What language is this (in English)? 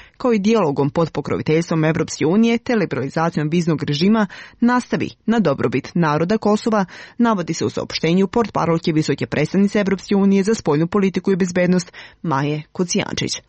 Serbian